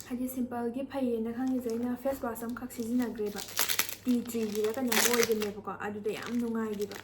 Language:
Manipuri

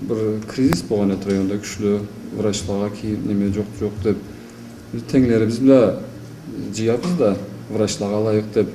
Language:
Karachay-Balkar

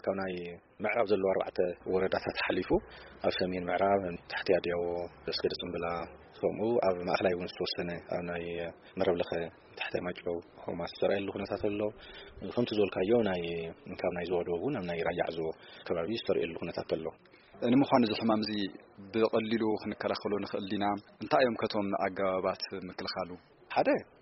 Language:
Tigrinya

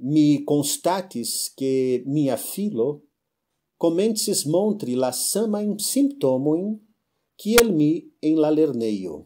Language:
Esperanto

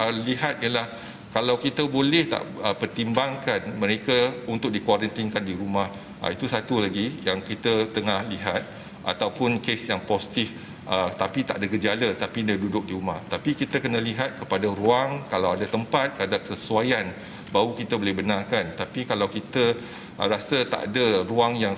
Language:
Malay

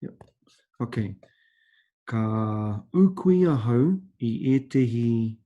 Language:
Māori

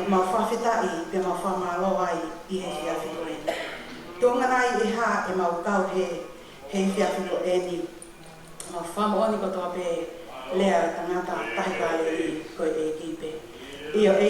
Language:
Tongan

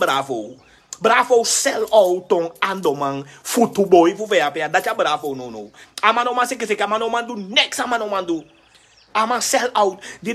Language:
Sranan Tongo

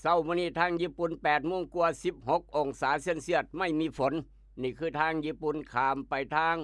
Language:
Northeastern Thai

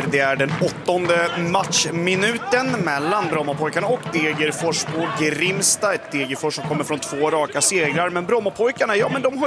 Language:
Swedish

